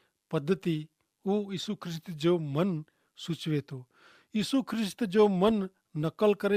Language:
Kachhi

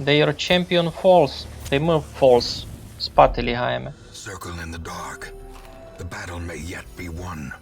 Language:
Rusyn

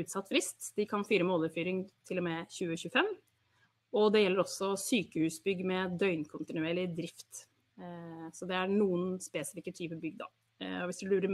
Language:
Norwegian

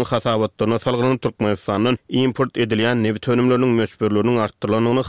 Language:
Turkmen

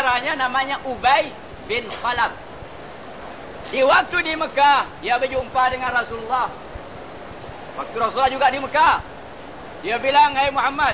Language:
Malay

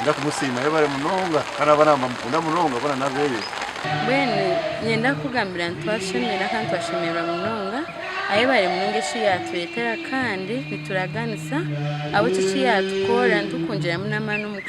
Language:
Nyankole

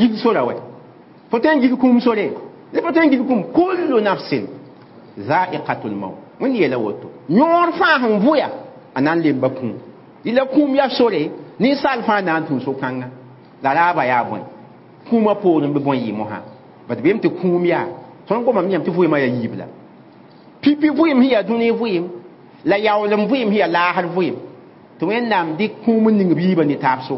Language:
Mossi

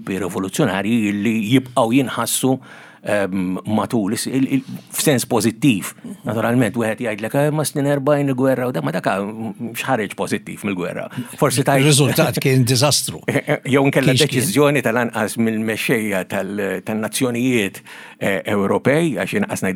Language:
Maltese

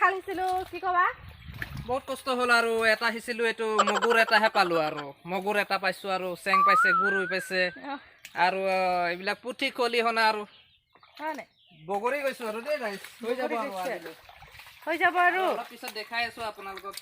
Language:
Assamese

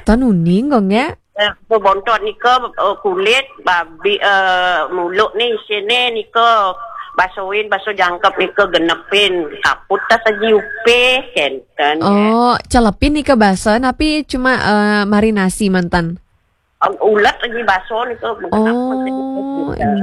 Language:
Balinese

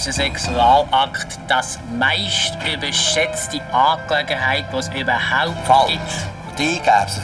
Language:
Swiss German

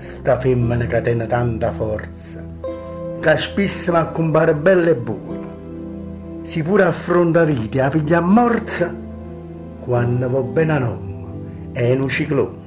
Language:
Neapolitan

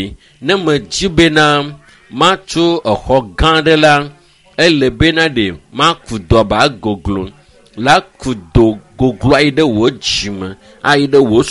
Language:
Ewe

